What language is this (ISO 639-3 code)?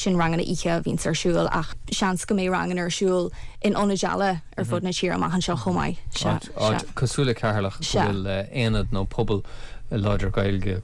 gle